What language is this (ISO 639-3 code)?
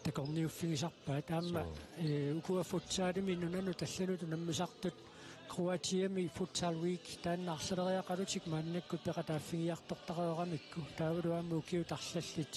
kal